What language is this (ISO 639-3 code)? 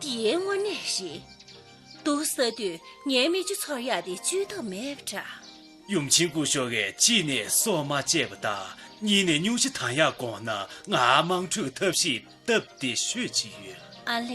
bod